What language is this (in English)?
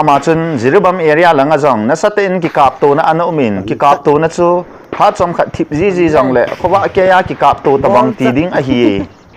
Thado Chin